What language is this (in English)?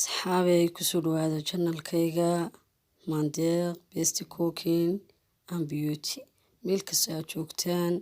Somali